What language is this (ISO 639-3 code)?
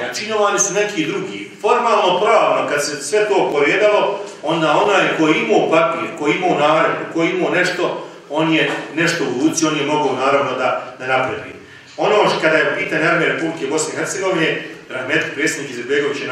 bos